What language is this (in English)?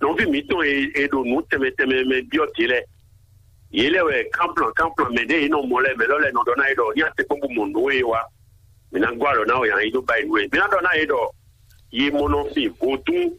Fon